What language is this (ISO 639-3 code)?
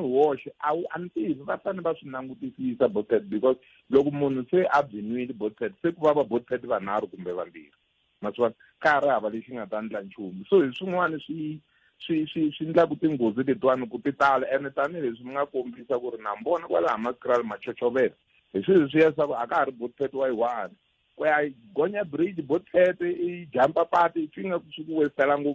tso